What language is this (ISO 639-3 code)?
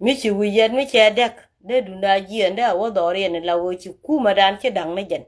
nus